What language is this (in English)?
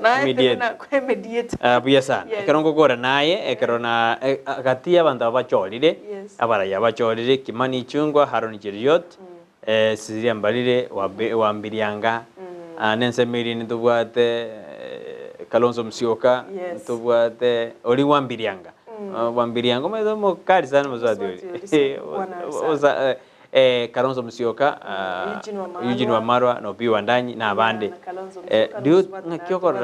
Gusii